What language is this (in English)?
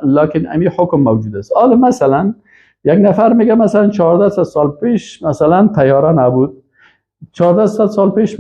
Persian